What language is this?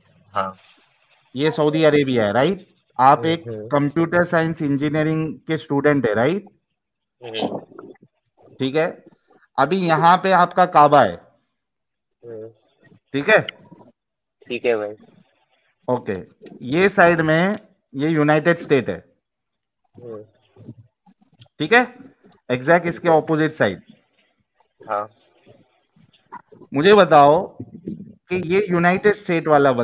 Hindi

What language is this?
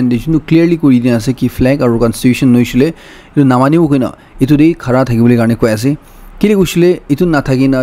Naga Pidgin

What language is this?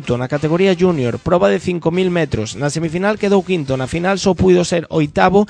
Galician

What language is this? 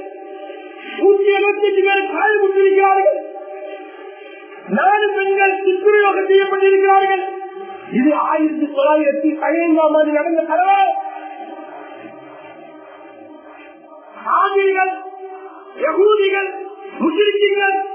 Tamil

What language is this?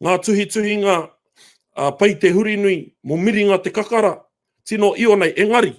Māori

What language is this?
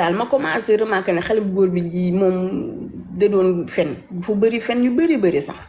Wolof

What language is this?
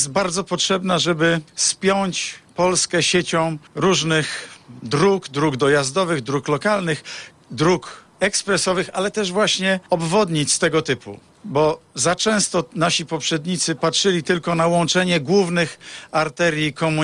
Polish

